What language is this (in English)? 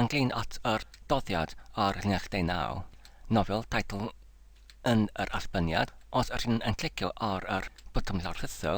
Welsh